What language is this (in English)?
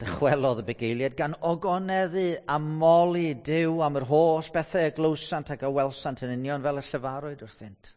Welsh